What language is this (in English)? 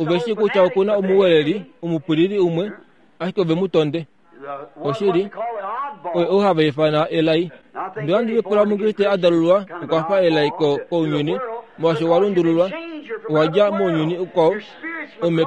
Kuanyama